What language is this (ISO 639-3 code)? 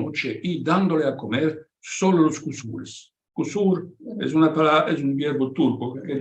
lad